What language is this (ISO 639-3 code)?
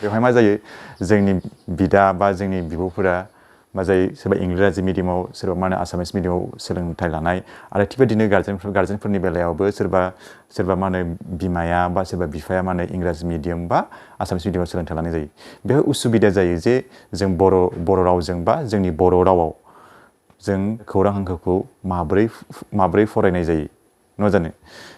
brx